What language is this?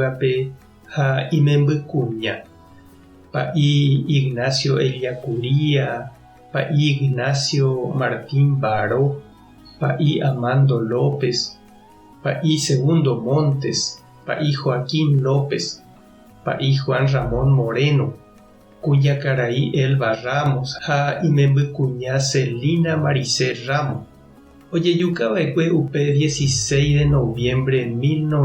Guarani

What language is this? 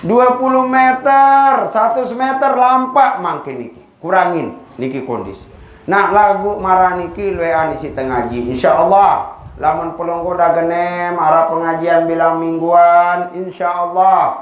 Sasak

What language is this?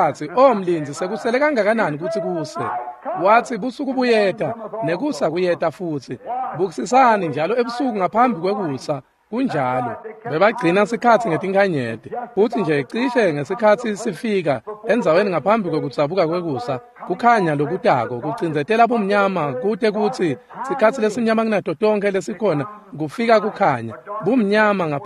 Swati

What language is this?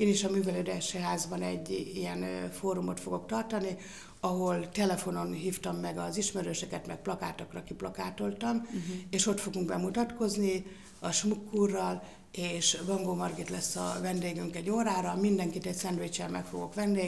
Hungarian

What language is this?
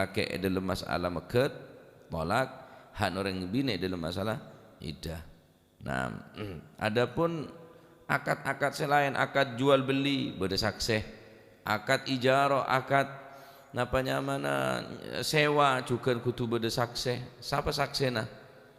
Madurese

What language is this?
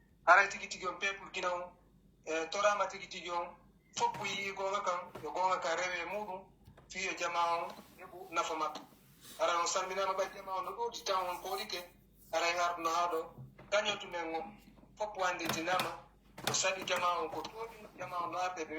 Pular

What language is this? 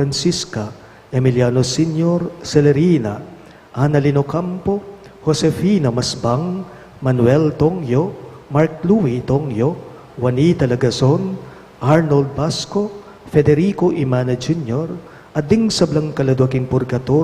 Pampanga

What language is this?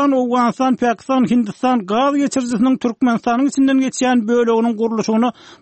Turkmen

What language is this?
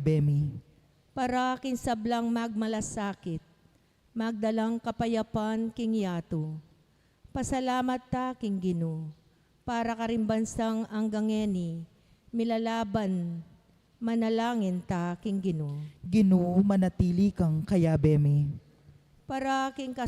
Pampanga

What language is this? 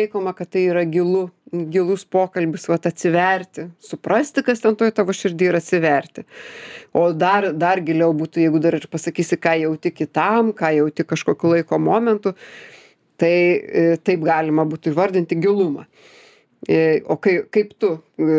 Lithuanian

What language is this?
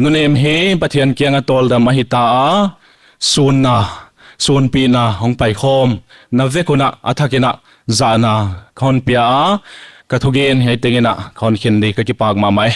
Paite Chin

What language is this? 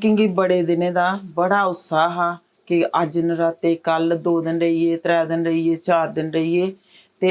Dogri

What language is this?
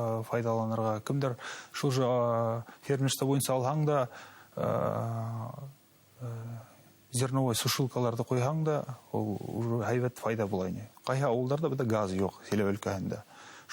Bashkir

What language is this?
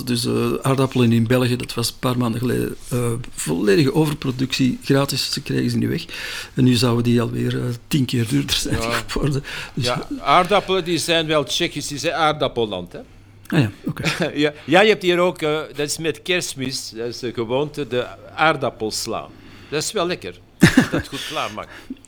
Dutch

